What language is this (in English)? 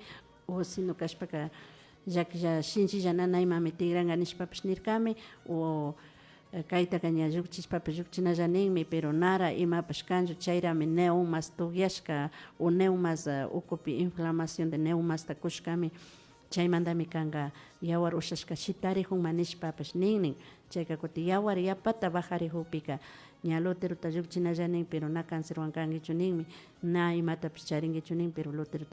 Imbabura Highland Quichua